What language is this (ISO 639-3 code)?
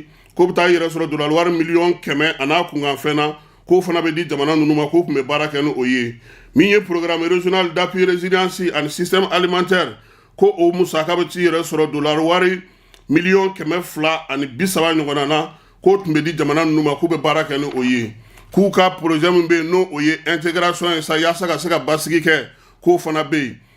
bam